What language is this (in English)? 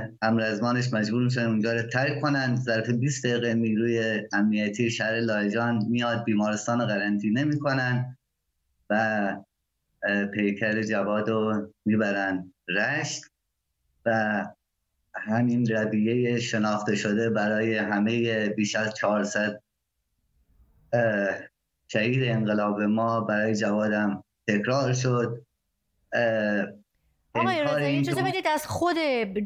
Persian